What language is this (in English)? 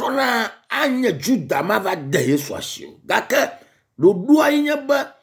Ewe